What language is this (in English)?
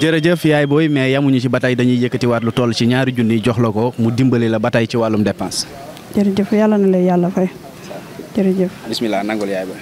Wolof